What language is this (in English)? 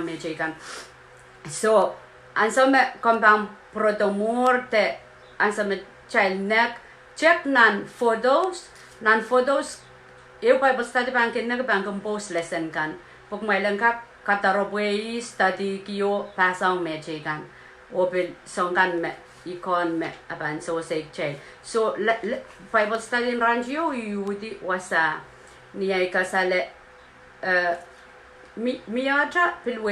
Pohnpeian